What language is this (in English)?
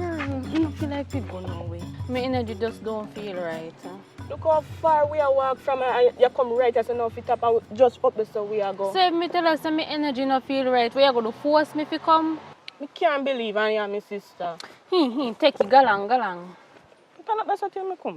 Jamaican Creole English